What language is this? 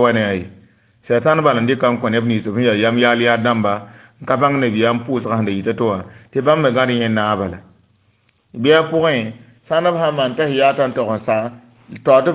Mossi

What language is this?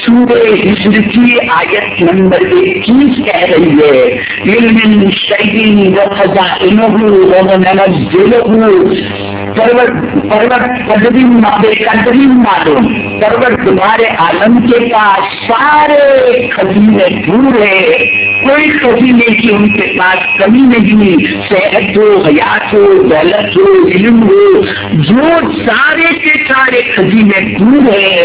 Urdu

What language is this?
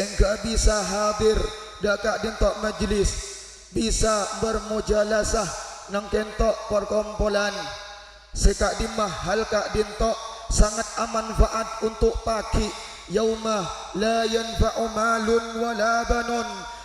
Madurese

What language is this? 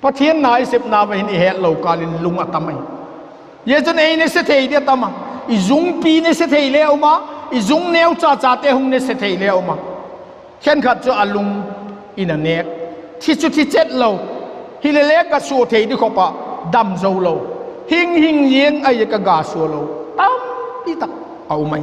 Vaiphei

